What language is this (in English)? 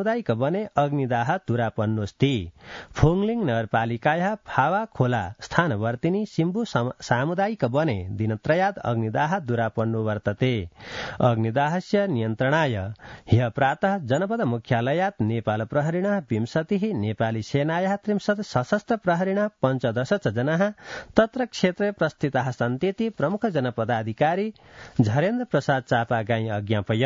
Sanskrit